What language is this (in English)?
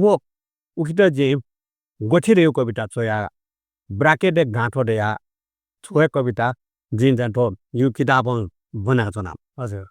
Newari